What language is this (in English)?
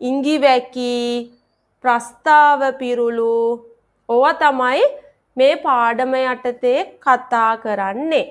Sinhala